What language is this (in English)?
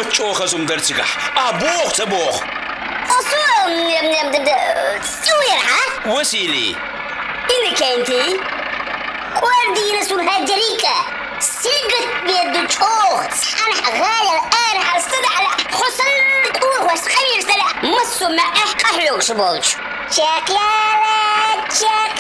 Chechen